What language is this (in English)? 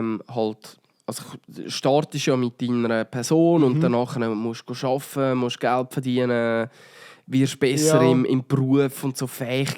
Swiss German